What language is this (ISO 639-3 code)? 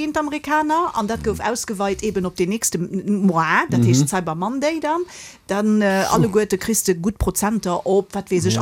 ltz